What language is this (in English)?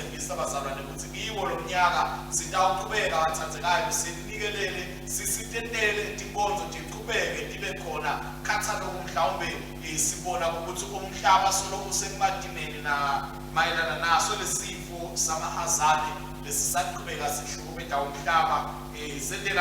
Swati